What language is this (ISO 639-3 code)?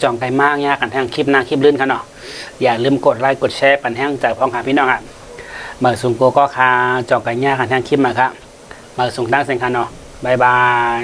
shn